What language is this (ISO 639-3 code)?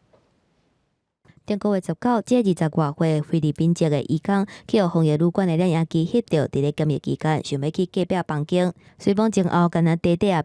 nan